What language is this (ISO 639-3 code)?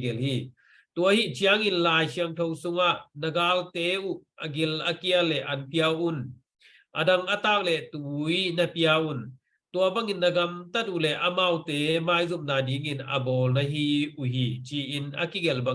ctd